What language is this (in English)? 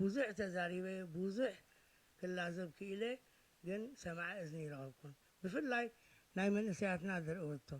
Tigrinya